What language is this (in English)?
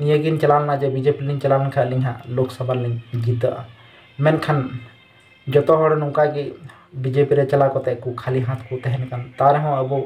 Santali